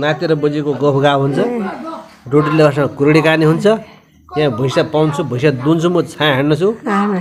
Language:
Nepali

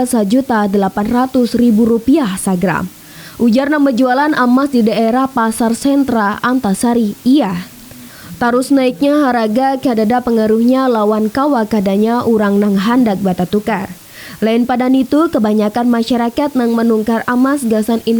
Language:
Banjar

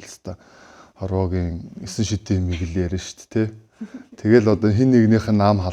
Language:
Mongolian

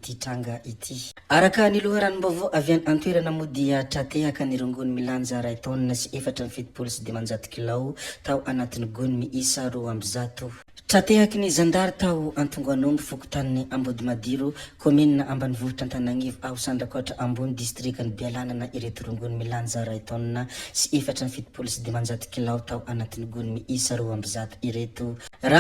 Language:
Malagasy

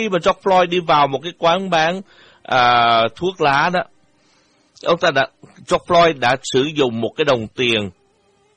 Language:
Vietnamese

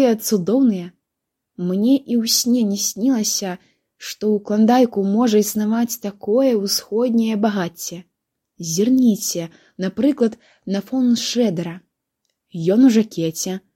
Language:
Belarusian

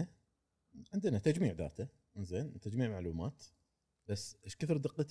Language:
Gulf Arabic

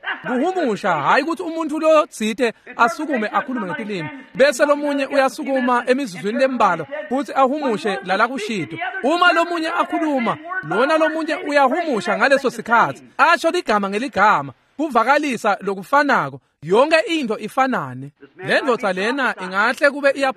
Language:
Swati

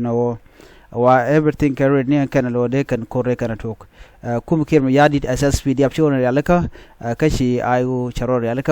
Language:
Nuer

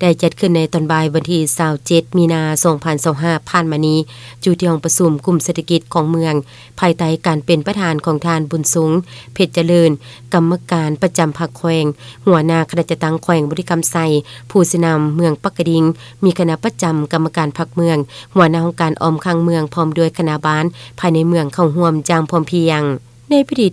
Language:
Lao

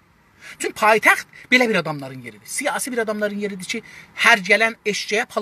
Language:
South Azerbaijani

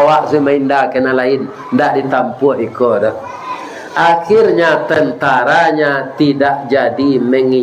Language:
Minangkabau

